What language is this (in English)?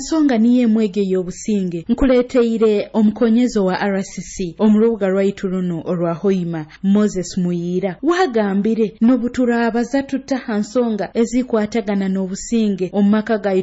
Nyoro